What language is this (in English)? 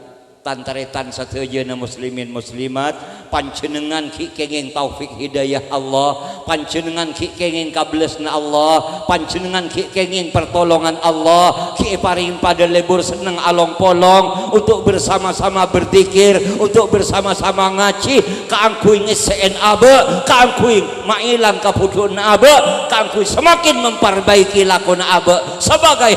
Madurese